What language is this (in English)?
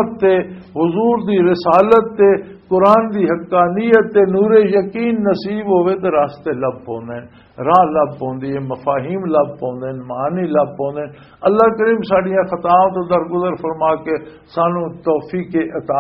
Western Panjabi